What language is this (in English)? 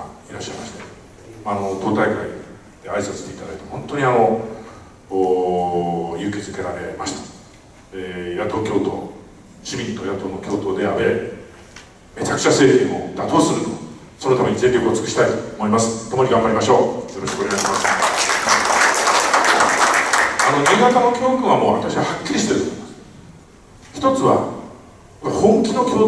Japanese